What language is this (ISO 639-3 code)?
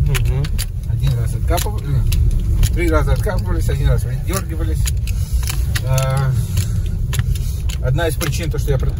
rus